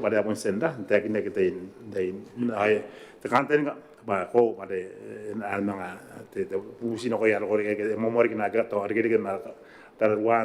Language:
Gilbertese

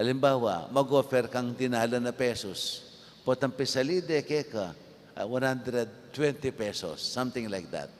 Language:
Pampanga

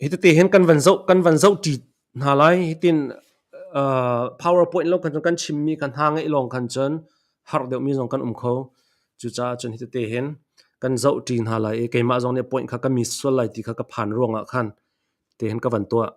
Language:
Hakha Chin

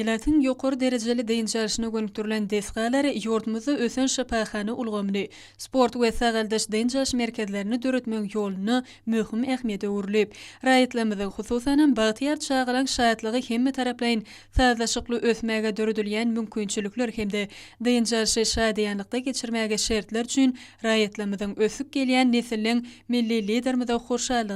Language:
Turkmen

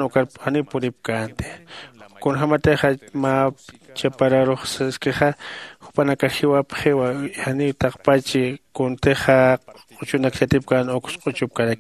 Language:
Aymara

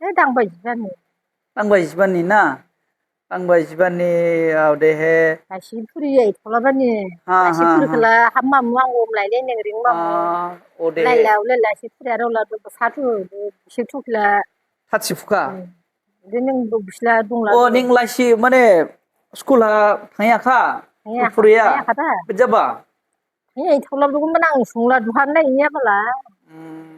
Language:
Dimasa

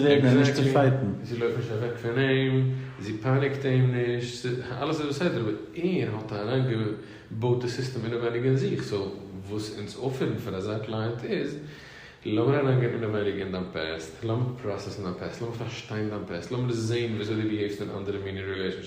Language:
Yiddish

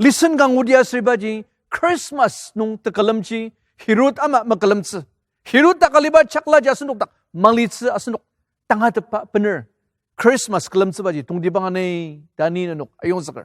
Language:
Ao Naga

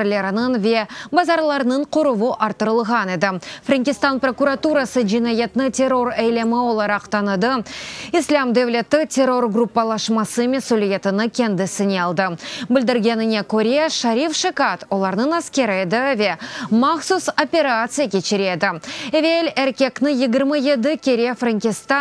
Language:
Crimean Tatar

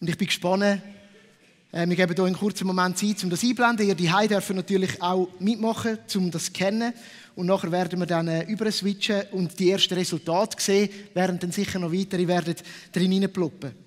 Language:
Swiss German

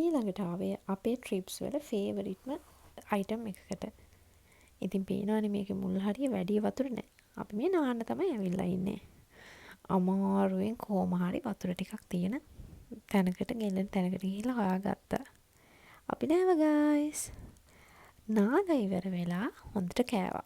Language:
Sinhala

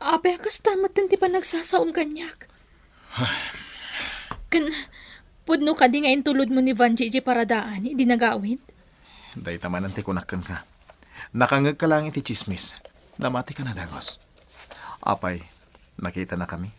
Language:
Iloko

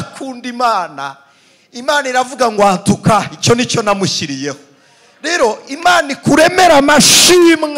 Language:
Kinyarwanda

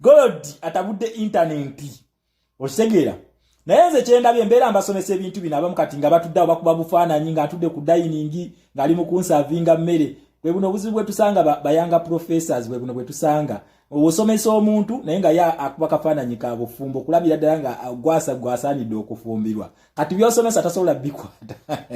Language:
Ganda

